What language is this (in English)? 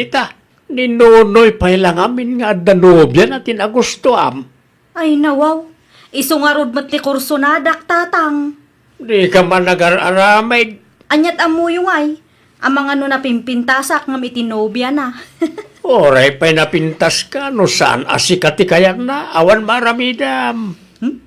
Iloko